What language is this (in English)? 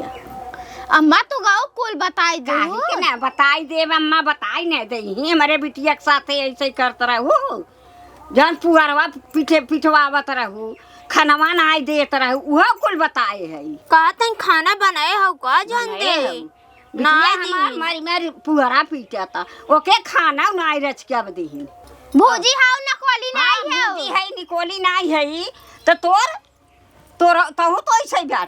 Awadhi